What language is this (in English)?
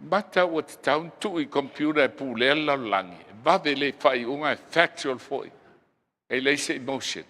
Samoan